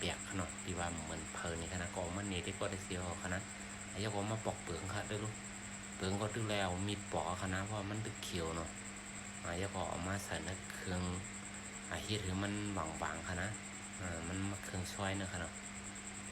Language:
Shan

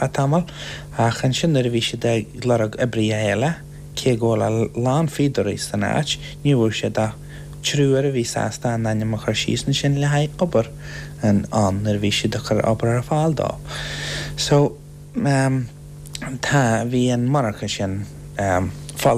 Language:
Irish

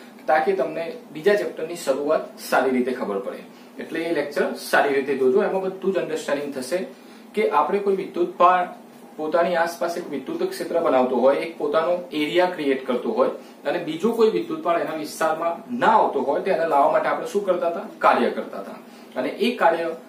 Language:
Gujarati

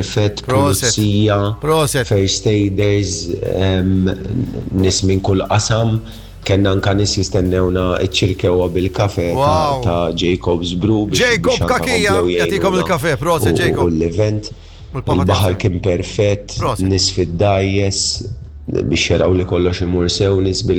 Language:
Maltese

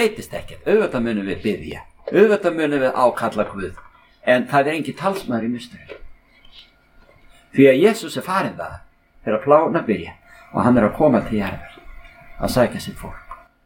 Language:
Icelandic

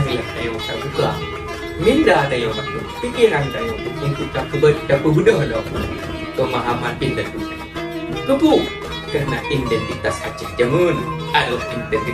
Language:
Achinese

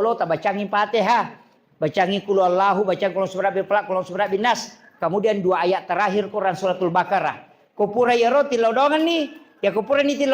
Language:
Buginese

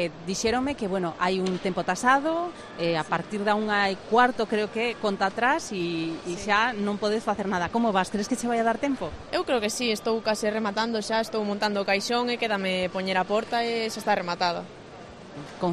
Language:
Galician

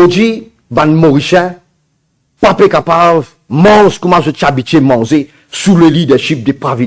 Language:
Morisyen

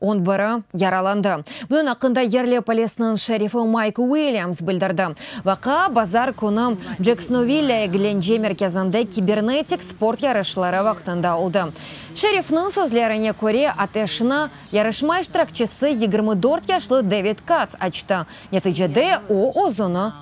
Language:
Crimean Tatar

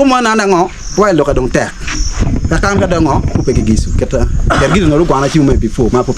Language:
Acoli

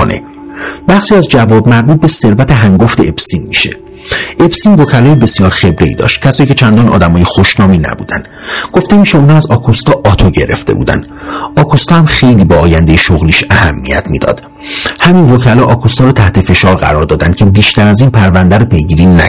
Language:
Persian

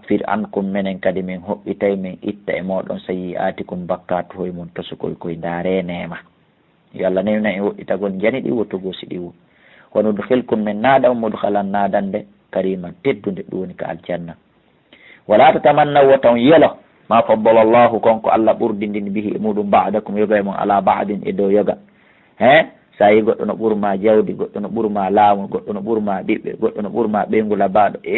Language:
Fula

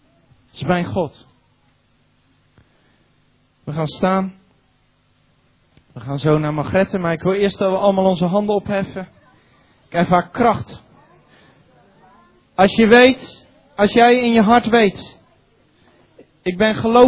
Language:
Dutch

